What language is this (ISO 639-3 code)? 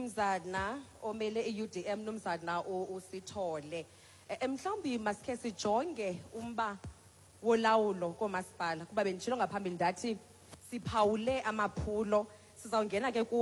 xho